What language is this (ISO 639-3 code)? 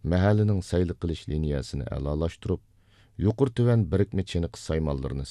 uig